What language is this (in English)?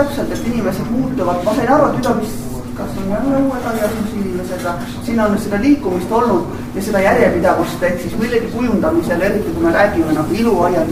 Estonian